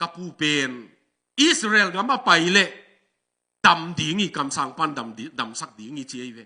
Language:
Tedim Chin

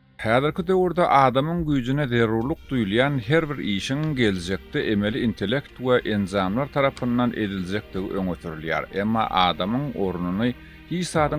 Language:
Turkmen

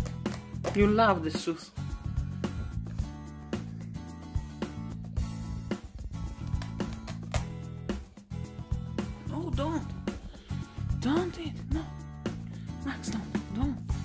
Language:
English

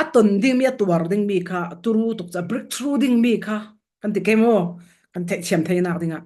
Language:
Falam Chin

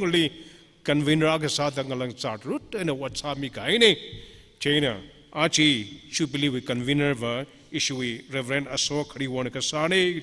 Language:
Tangkhul Naga (India)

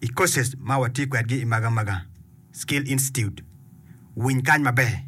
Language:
Acoli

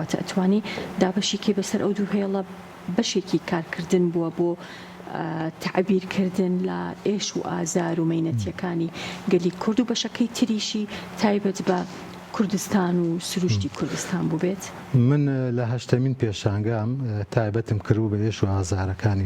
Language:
Central Kurdish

